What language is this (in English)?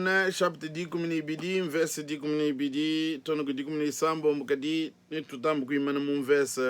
Luba-Lulua